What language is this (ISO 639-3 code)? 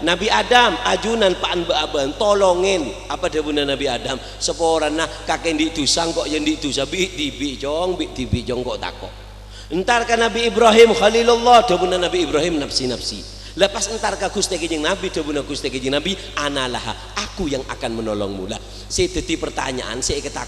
mad